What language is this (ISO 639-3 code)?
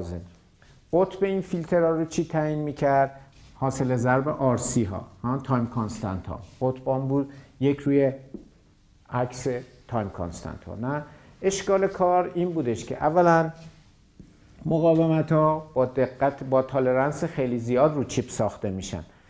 fas